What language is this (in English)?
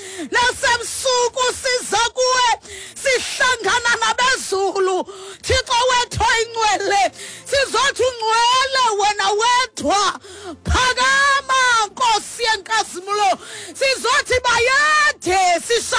Xhosa